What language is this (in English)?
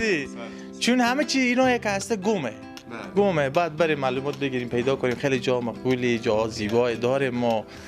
Persian